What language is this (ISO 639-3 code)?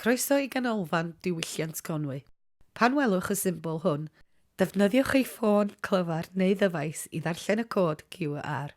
cym